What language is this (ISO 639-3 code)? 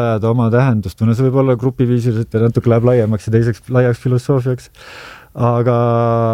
est